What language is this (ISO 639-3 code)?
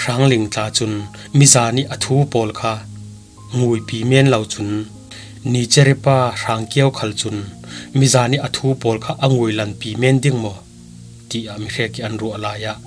cfm